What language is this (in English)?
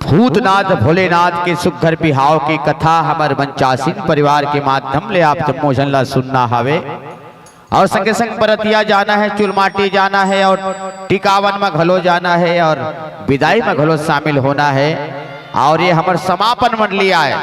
Chhattisgarhi